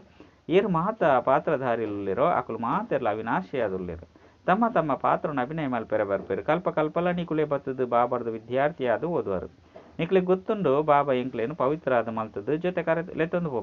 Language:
Tulu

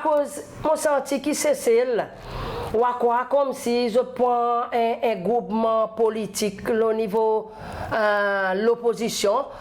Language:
Seselwa Creole French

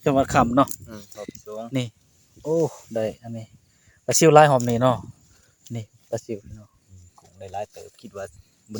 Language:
Northeastern Thai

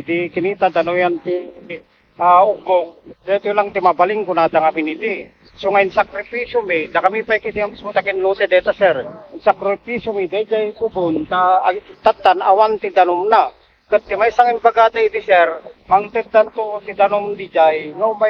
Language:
Iloko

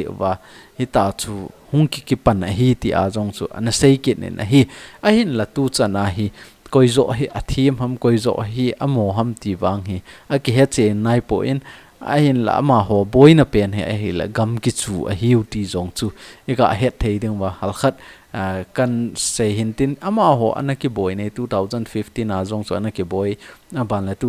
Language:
Thado Chin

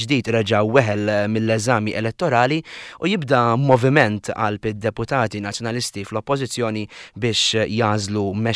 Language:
Maltese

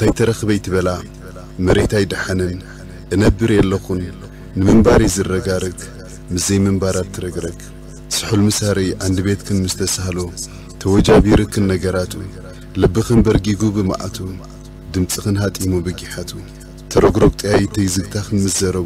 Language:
Tigrinya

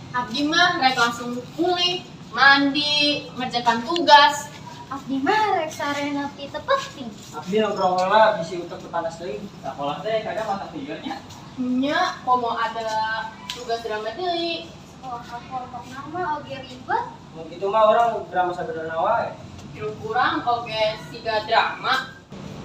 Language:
Sundanese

